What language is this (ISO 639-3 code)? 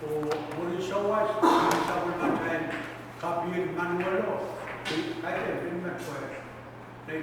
pon